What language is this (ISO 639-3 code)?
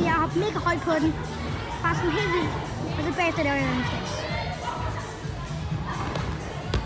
dan